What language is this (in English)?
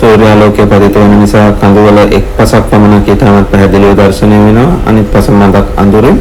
Sinhala